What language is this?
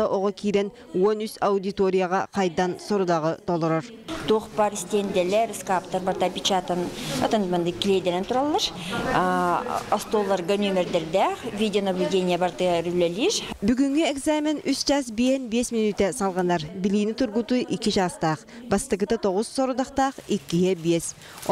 Yakut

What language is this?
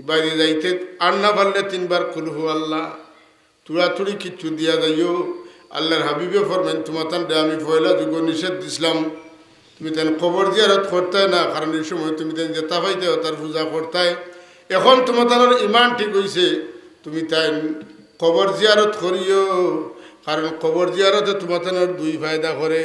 Sylheti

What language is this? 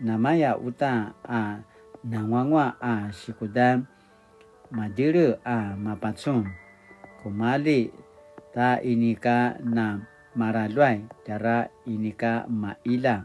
Paiwan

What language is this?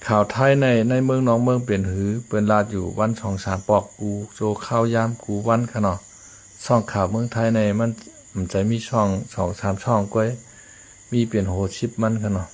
Shan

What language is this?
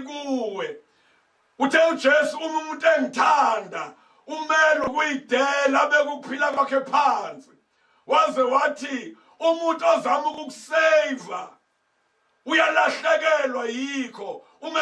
Zulu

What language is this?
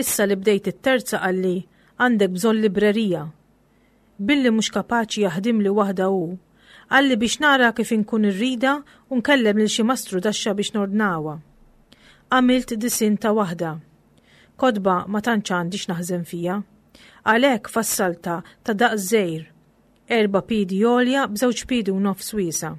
Maltese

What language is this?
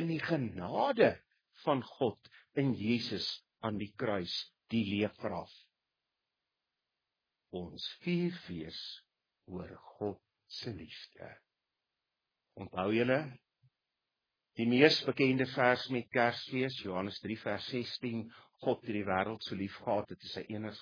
Afrikaans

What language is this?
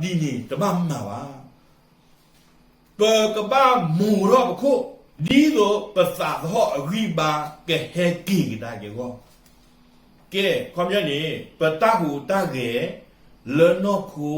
S'gaw Karen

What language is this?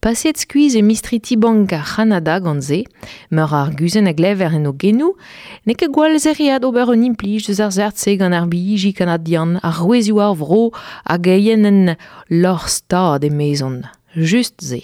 Breton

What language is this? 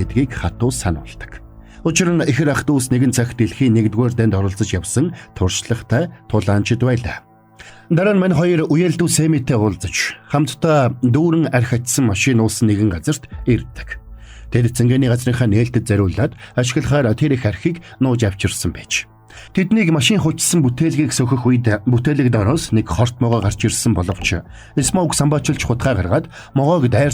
Mongolian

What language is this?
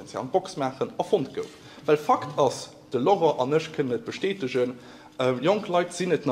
Luxembourgish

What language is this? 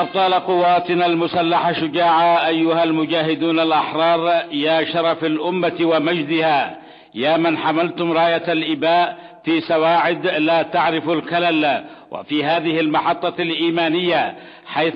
Arabic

